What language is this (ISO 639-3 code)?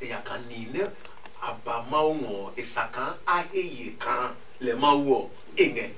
ada